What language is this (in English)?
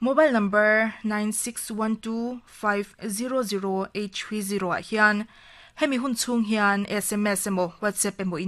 Mizo